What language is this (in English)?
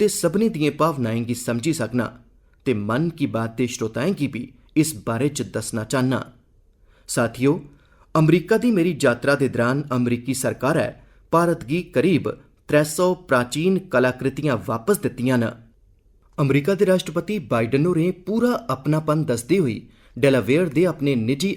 Dogri